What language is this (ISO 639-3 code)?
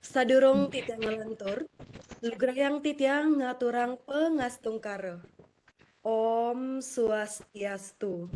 ban